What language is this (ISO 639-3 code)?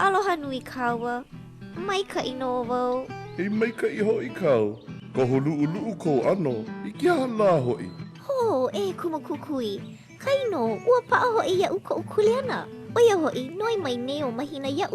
haw